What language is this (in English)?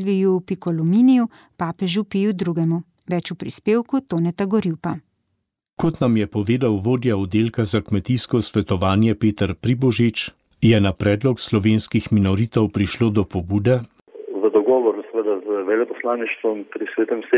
Slovenian